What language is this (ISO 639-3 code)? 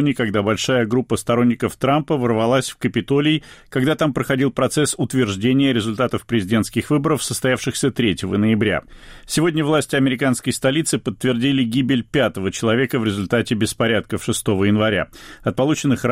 rus